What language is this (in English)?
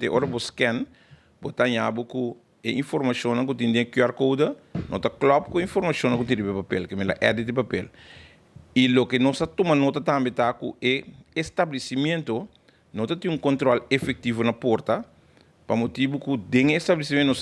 Papiamento